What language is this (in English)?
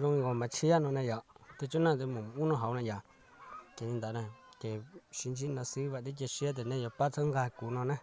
Hmong